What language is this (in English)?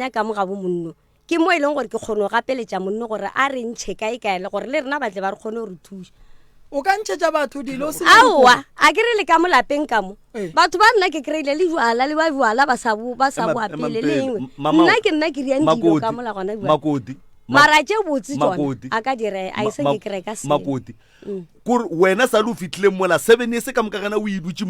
Northern Sotho